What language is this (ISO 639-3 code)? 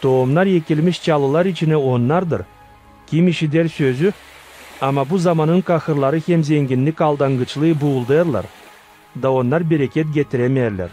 gag